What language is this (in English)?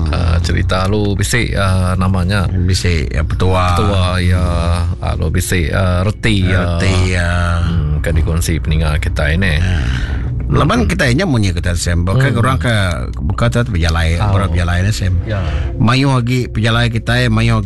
Iban